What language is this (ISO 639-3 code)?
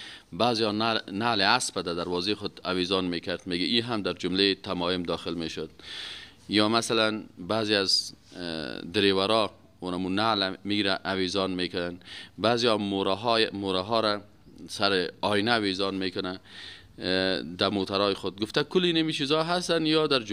fas